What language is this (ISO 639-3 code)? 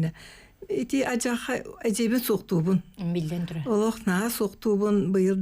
sah